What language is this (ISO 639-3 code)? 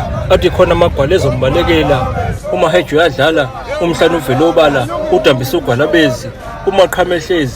zul